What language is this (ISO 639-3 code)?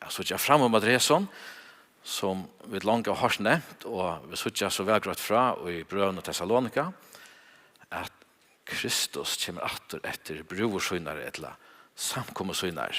fao